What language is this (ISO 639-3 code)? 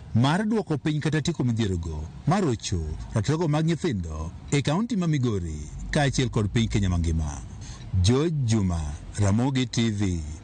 luo